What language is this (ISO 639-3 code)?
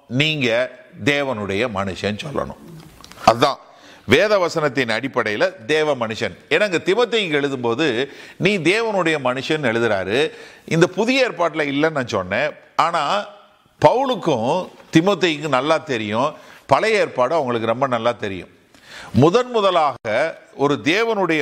tam